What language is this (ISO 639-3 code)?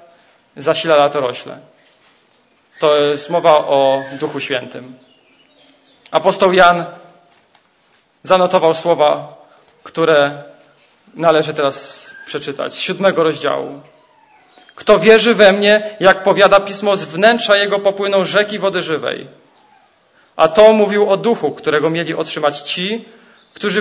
pol